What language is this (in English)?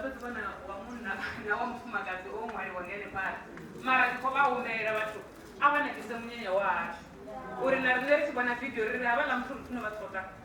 Venda